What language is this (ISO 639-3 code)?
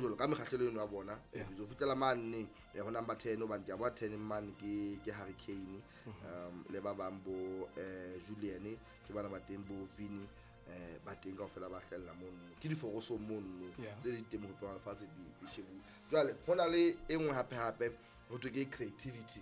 sot